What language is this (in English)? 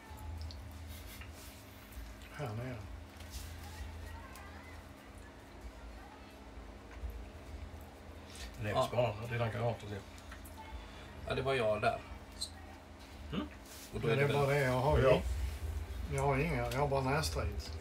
Swedish